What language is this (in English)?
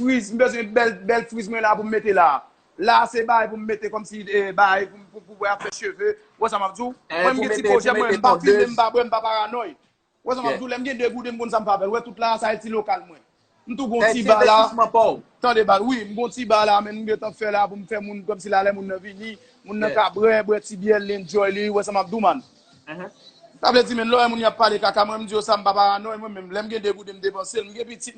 Haitian Creole